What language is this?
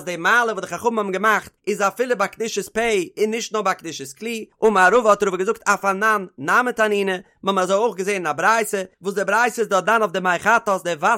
Yiddish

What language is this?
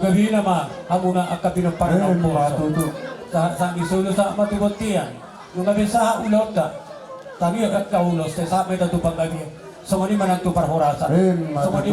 Batak Toba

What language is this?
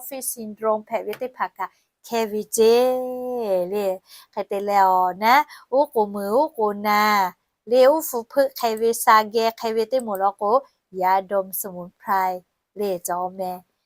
Lahu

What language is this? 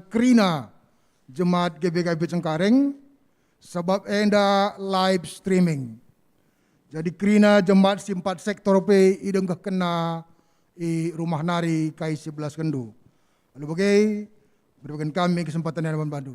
Batak Karo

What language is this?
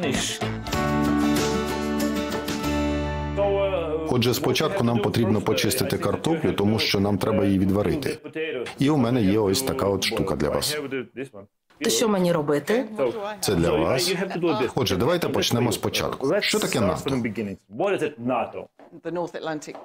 Ukrainian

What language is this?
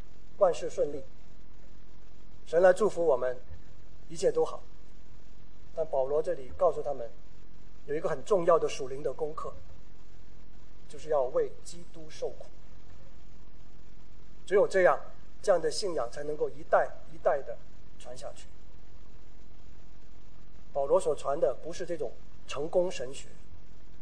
Chinese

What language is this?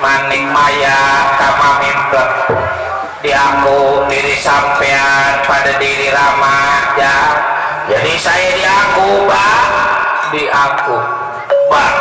Betawi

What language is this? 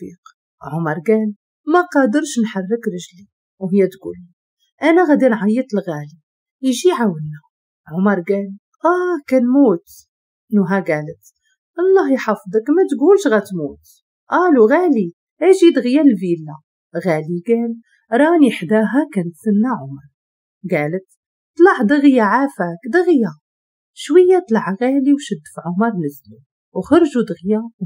Moroccan Arabic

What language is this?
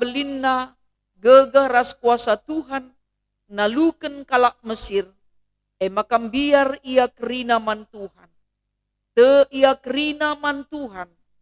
Batak Karo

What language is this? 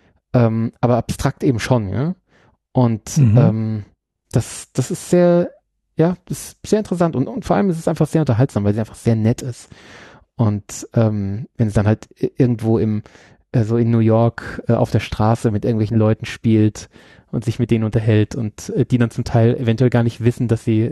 German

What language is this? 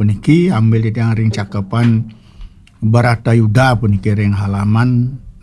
Balinese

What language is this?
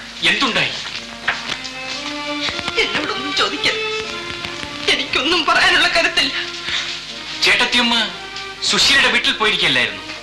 Malayalam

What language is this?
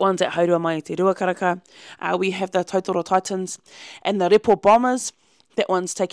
Māori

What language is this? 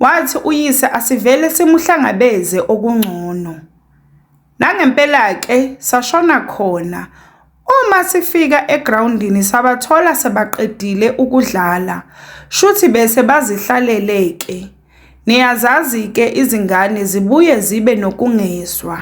Zulu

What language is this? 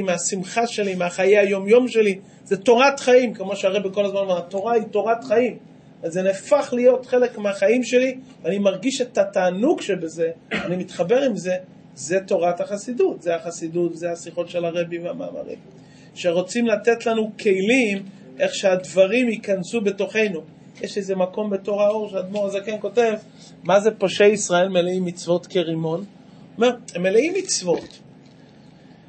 Hebrew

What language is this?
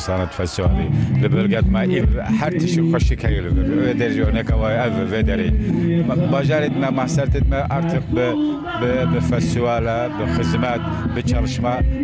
Kurdish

